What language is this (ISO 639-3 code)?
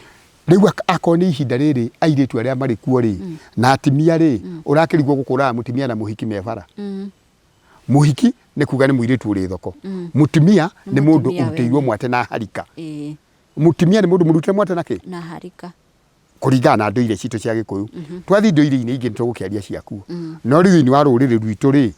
kik